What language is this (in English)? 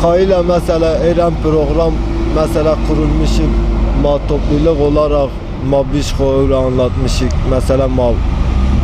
Zaza